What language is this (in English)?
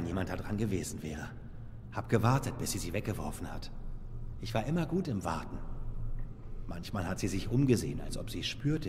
German